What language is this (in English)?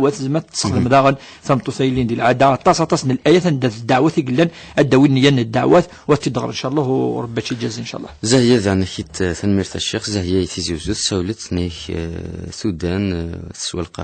Kabyle